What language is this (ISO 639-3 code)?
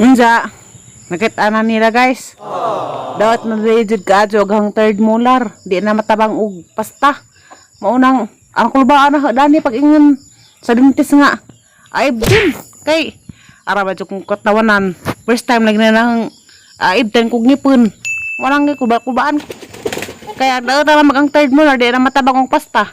ceb